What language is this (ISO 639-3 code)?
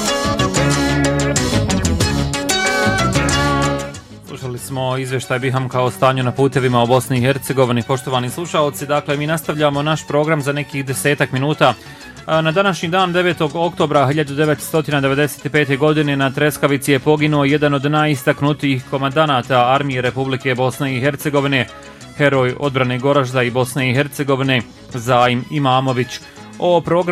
bos